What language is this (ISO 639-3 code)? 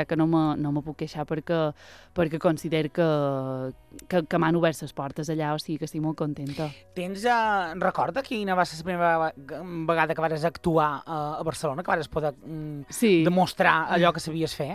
cat